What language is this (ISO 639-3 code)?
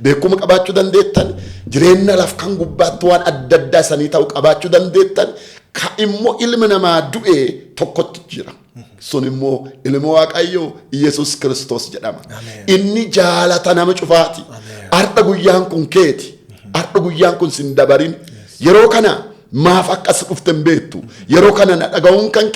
orm